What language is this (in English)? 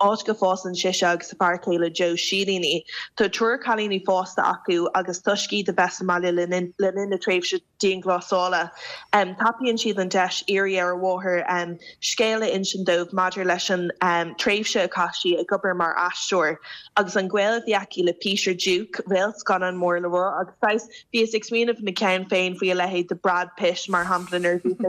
Irish